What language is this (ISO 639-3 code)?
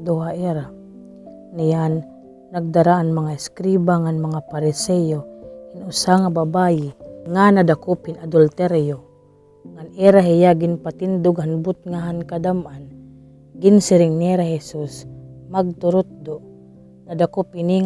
war